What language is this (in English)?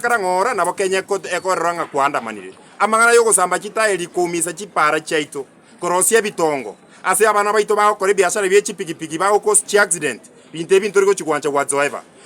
Gusii